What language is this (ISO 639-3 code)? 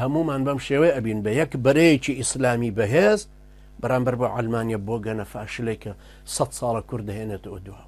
ckb